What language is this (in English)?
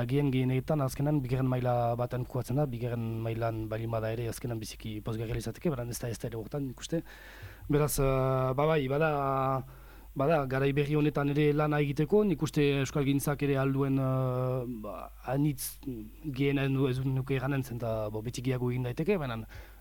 Basque